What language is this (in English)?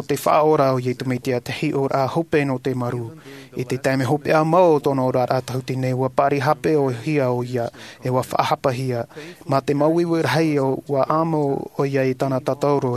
Tahitian